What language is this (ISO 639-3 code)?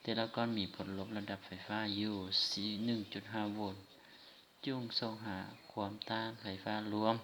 lao